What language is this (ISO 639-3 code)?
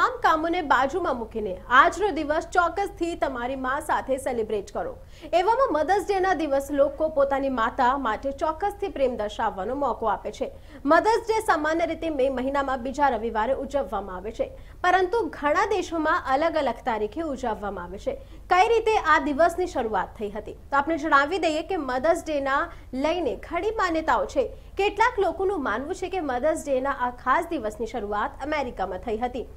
guj